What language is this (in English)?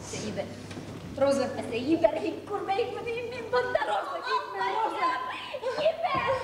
Bashkir